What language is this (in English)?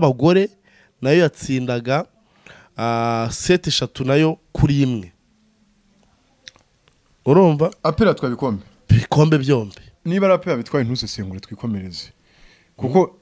Kinyarwanda